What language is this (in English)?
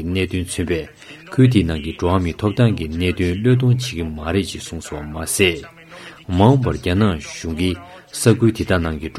Tibetan